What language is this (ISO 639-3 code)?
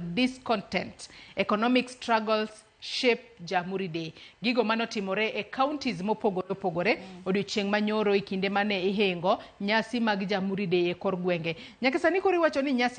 luo